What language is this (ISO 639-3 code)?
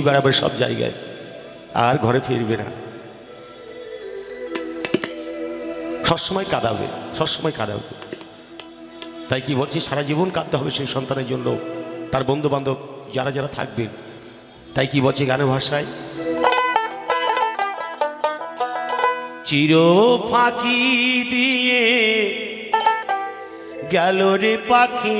ben